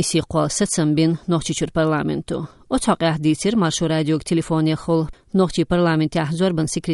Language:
Chechen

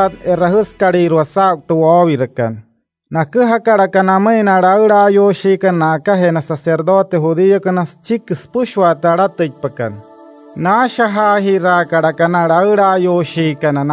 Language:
Wayuu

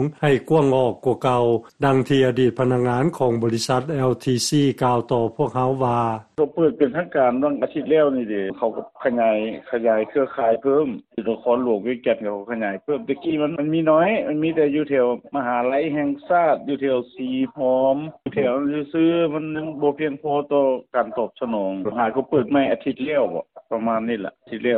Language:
Lao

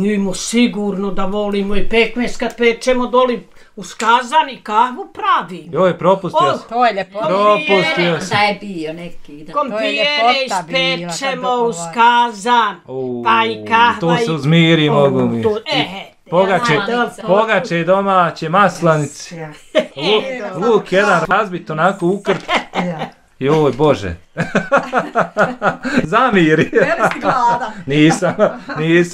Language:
Bosnian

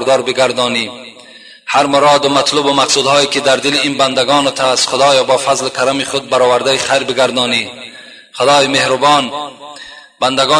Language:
Tajik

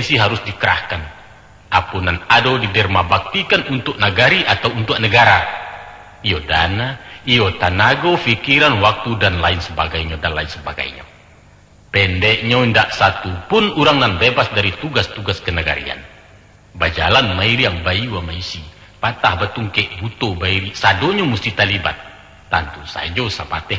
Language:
Minangkabau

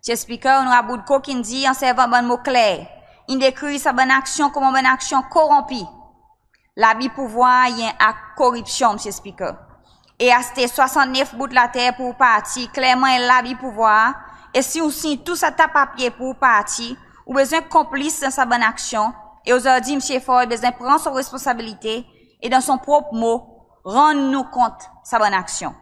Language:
Seselwa Creole French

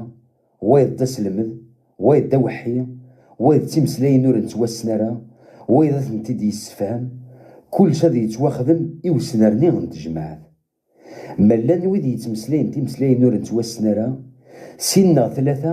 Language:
Kabyle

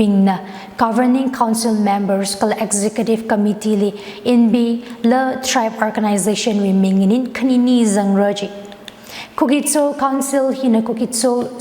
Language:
Tangkhul Naga (India)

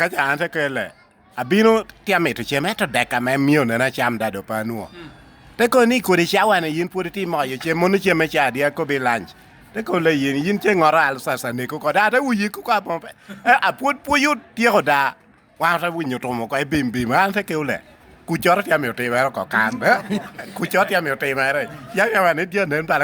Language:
Lango (Uganda)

